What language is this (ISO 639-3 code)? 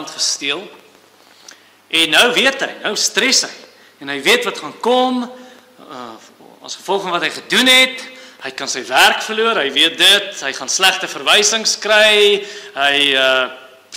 afr